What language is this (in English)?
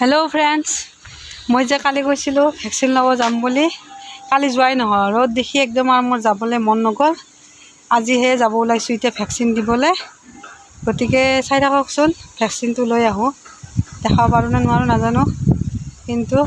Assamese